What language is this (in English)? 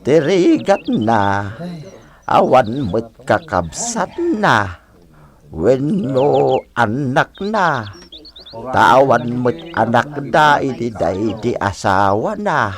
Iloko